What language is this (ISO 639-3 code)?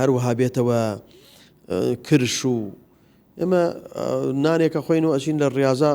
ckb